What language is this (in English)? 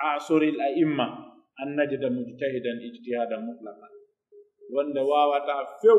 Pular